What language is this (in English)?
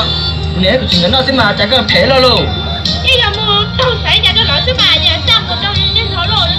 Hmong